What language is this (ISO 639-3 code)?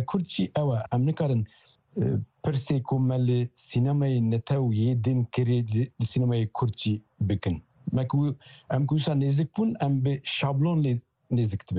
kur